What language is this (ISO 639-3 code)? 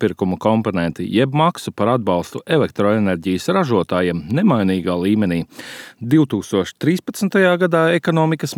lav